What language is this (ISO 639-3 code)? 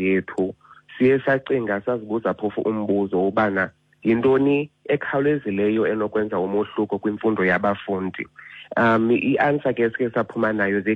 xho